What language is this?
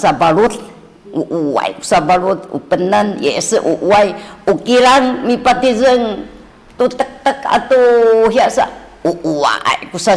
Sakizaya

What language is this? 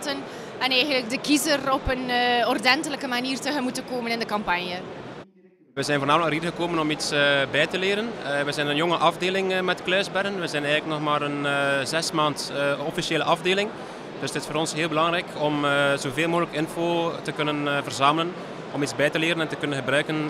Dutch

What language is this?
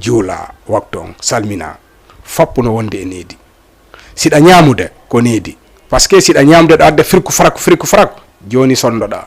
Fula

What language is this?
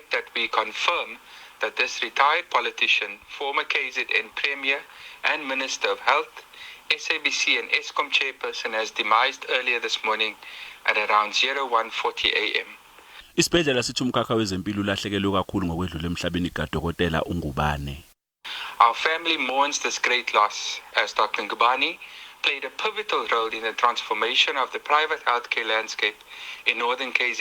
Zulu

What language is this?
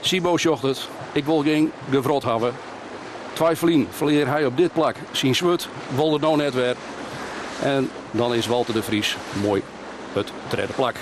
Western Frisian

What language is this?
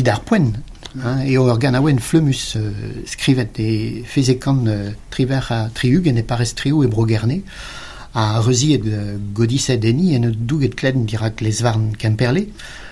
Breton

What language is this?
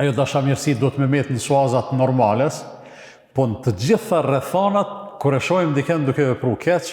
Albanian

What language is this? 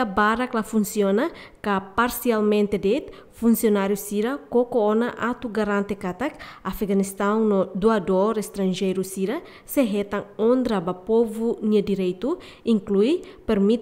Tetum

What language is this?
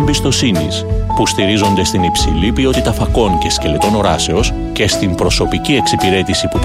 Greek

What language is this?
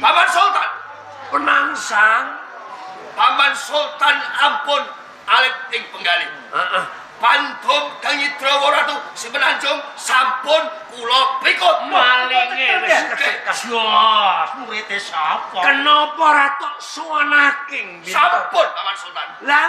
Javanese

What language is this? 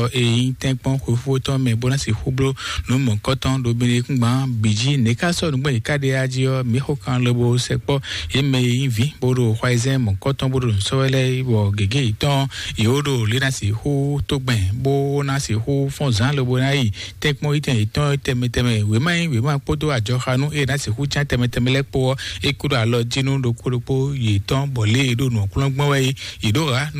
Fon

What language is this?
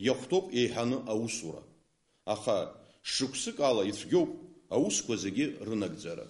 Abkhazian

